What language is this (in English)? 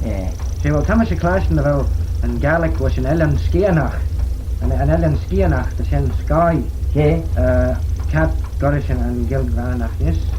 Manx